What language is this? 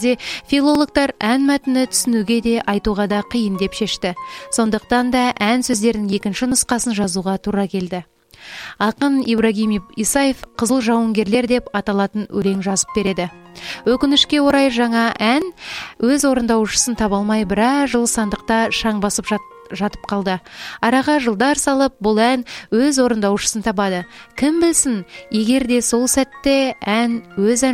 Kazakh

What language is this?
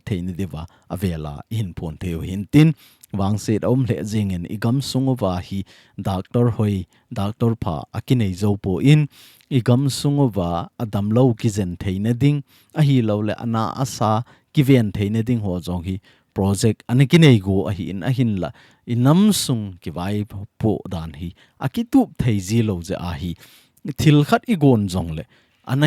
Thado Chin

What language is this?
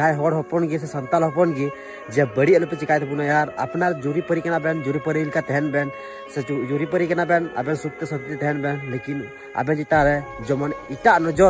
Santali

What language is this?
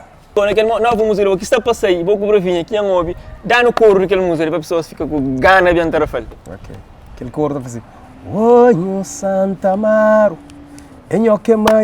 Kabuverdianu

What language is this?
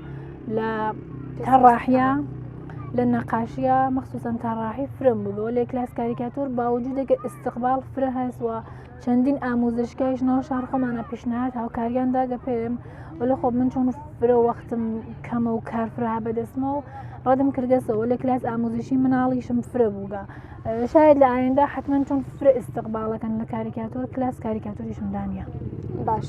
Central Kurdish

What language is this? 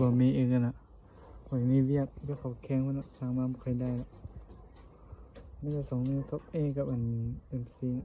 Lao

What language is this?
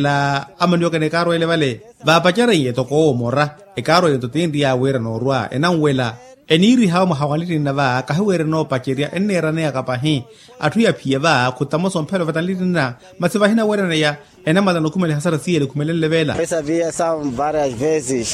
Makhuwa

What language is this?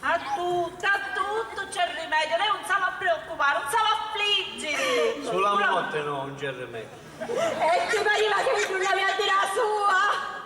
Sicilian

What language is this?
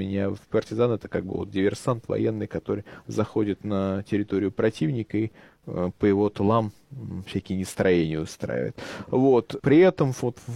Russian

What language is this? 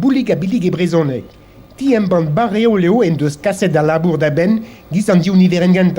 Breton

